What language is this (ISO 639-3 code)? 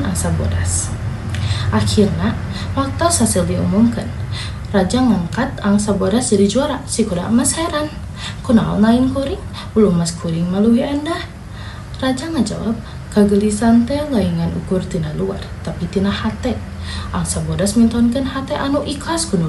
sun